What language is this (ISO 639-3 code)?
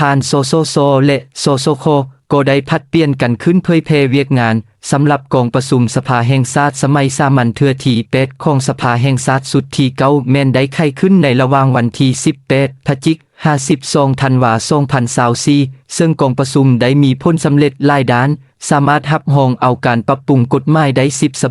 lao